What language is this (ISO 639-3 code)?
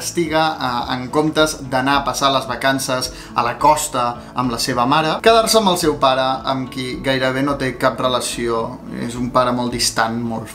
cat